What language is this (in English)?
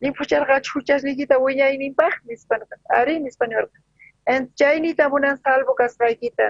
South Bolivian Quechua